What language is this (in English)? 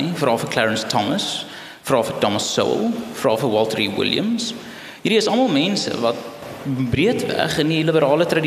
Afrikaans